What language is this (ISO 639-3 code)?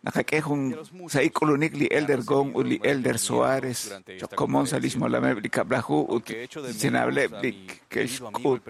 kek